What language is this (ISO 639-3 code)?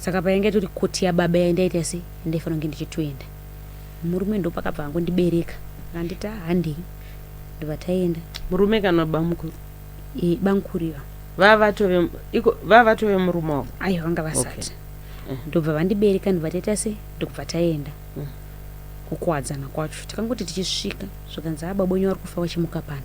sna